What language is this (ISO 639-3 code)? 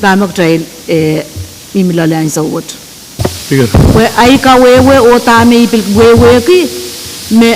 pon